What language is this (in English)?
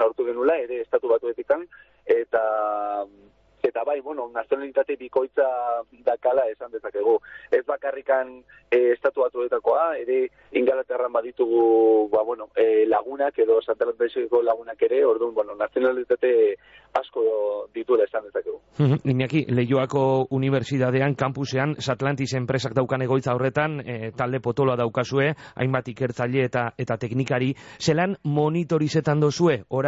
Basque